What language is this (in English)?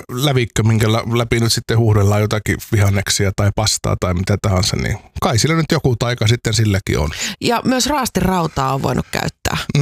Finnish